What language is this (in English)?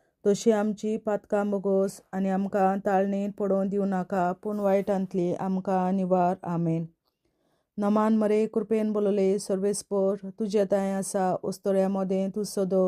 Konkani